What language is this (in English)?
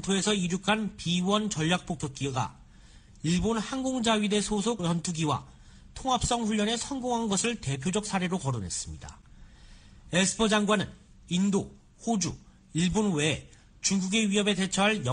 Korean